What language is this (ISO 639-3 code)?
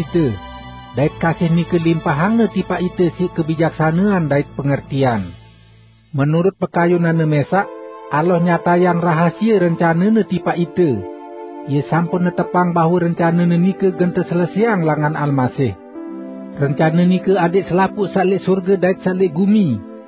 sas